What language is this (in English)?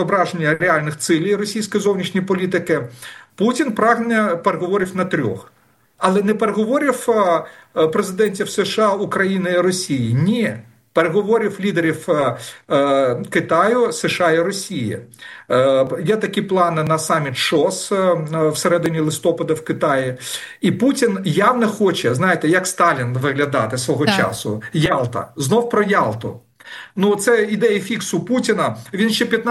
Ukrainian